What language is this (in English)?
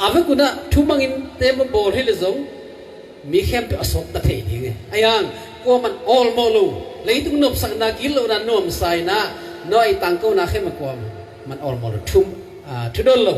Tedim Chin